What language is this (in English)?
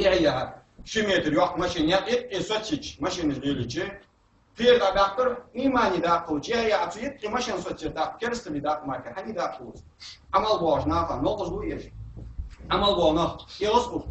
Ingush